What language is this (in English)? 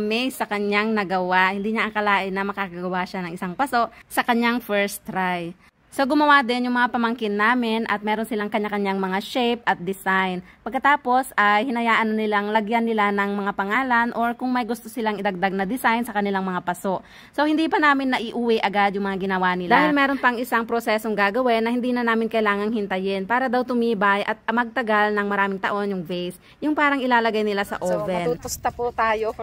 Filipino